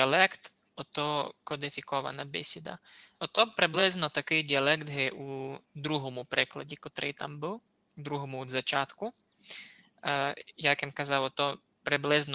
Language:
Rusyn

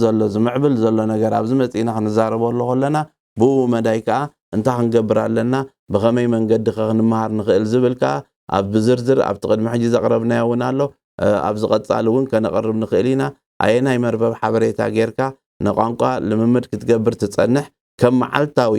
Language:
Tigrinya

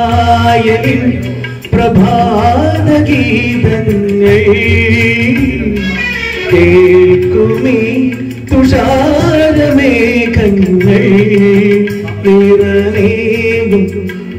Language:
Malayalam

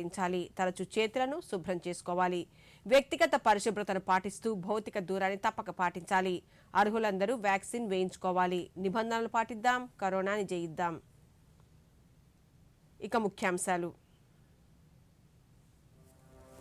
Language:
Telugu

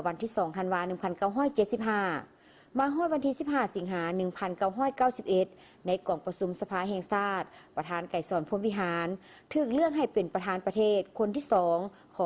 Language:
Lao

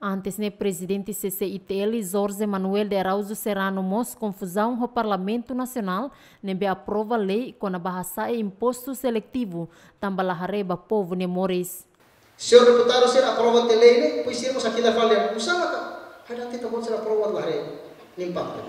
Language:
Tetum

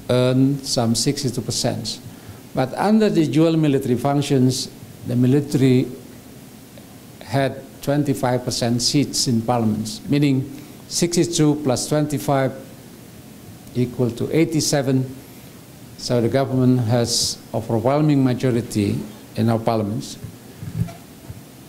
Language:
English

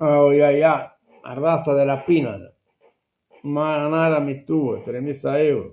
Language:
Sardinian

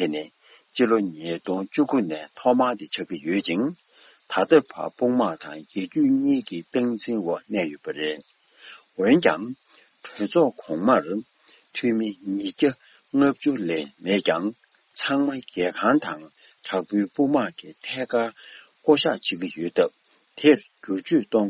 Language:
Tibetan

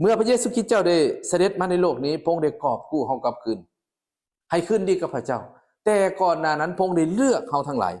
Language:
Lao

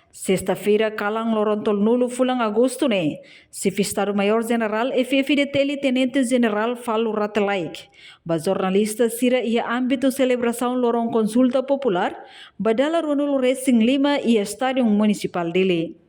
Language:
Tetum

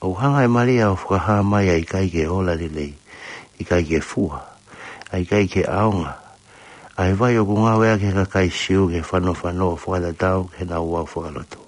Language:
Tongan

